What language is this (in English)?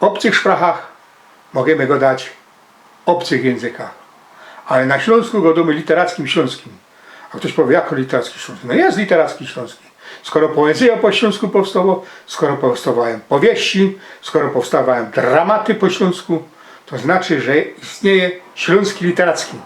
Silesian